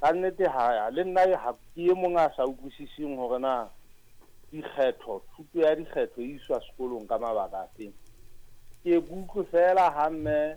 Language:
Southern Sotho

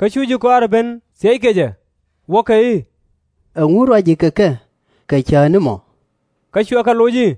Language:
Nuer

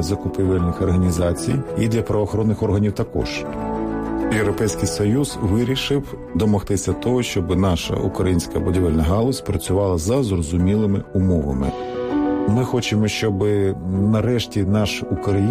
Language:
Ukrainian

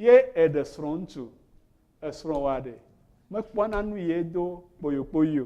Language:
Ewe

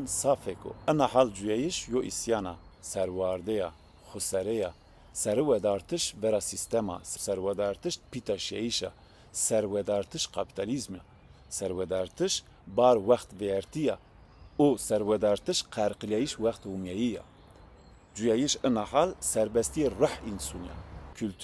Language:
Zaza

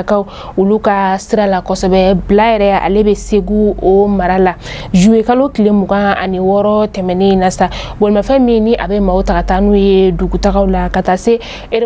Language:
Bambara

